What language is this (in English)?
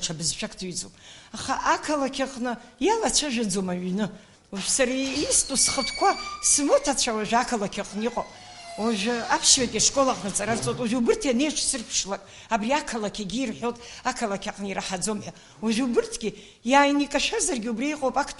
Abkhazian